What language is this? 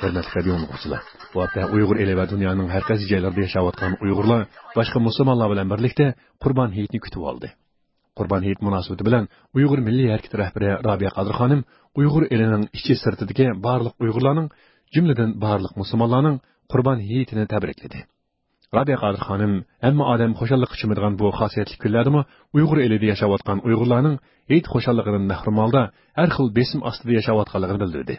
Uyghur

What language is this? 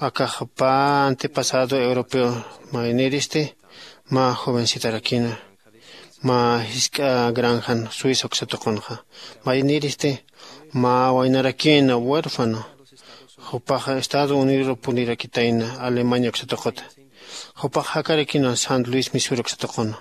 Aymara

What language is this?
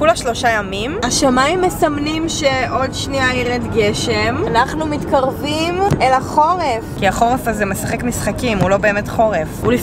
Hebrew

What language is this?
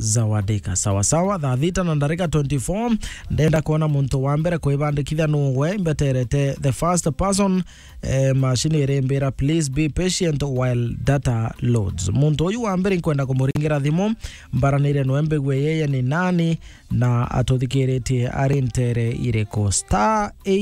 Meru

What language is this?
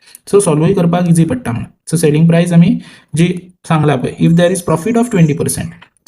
Konkani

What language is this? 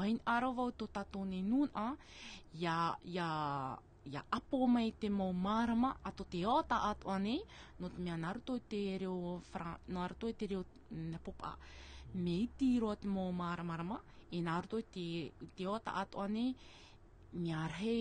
Tahitian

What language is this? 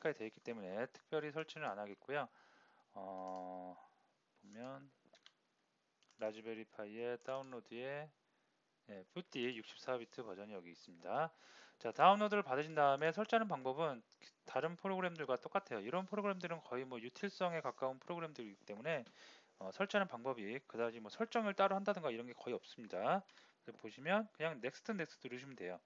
Korean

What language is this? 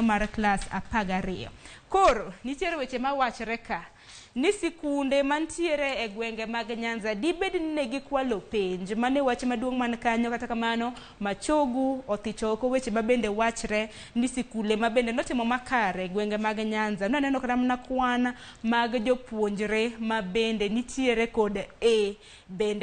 Luo (Kenya and Tanzania)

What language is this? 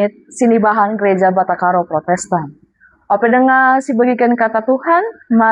Batak Karo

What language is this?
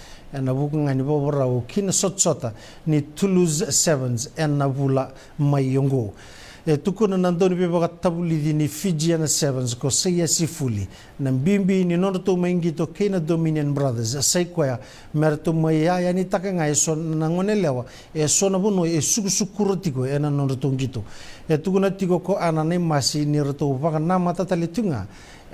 Fijian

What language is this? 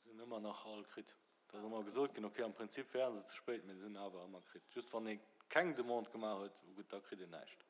Luxembourgish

